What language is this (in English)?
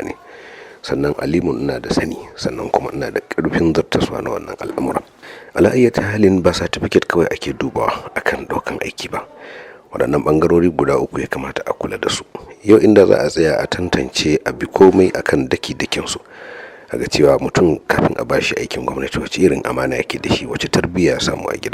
Hausa